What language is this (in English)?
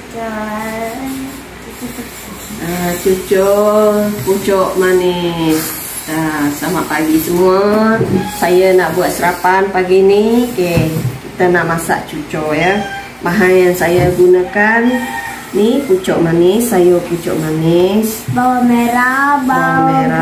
Malay